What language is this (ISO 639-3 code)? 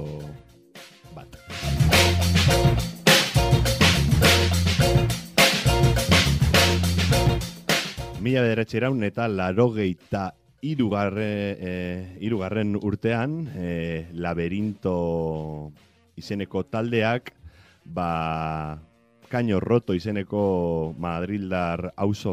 eus